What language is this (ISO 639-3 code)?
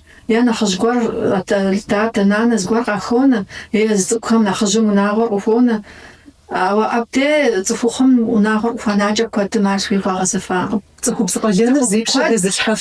kbd